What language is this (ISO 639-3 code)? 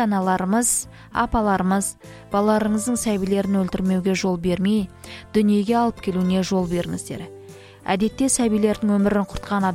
kaz